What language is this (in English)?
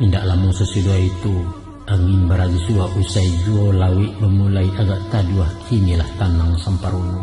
Minangkabau